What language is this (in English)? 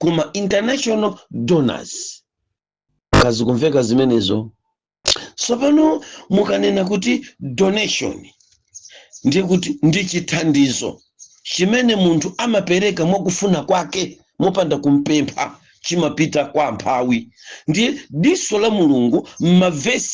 Nyanja